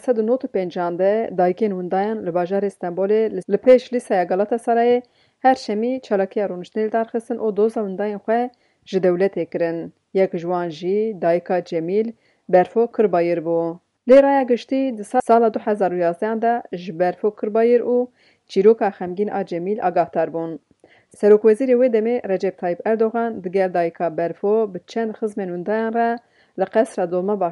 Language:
Kurdish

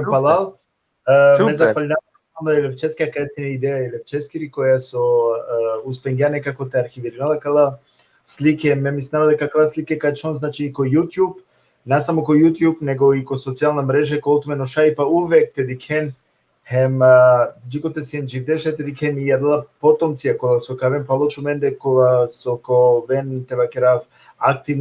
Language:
Balkan Romani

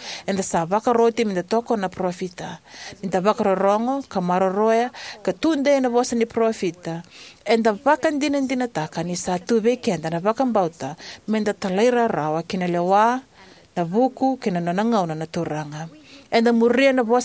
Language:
Fijian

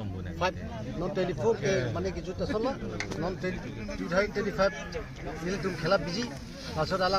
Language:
Karbi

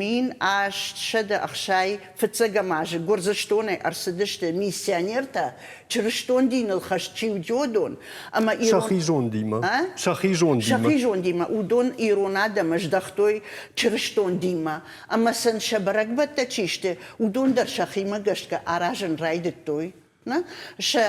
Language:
Ossetic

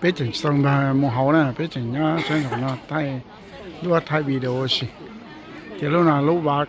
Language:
Hmong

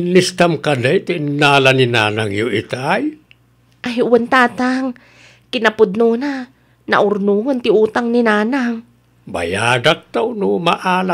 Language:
Iloko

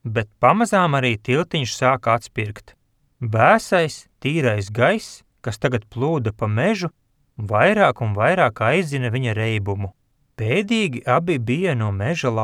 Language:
Latvian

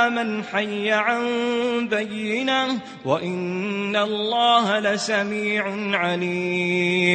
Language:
Maranao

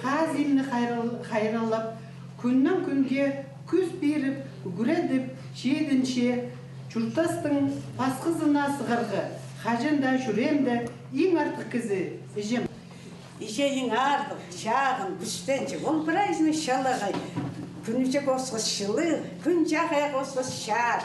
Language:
Khakas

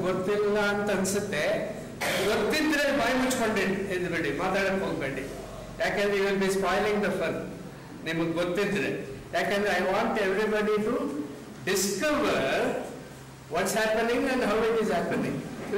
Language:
Kannada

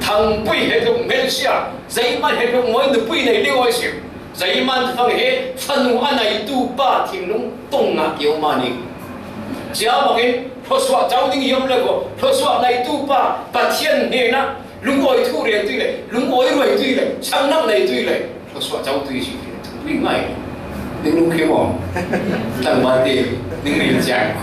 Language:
Falam Chin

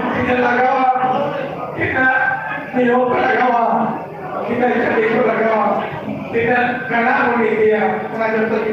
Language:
Santali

